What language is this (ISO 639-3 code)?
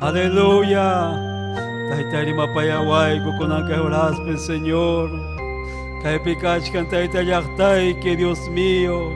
quy